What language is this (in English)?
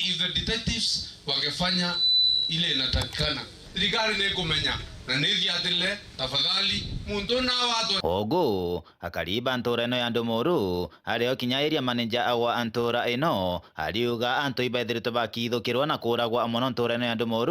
Meru